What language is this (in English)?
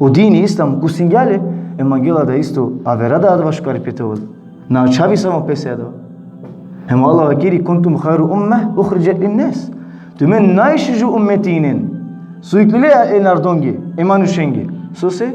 Balkan Romani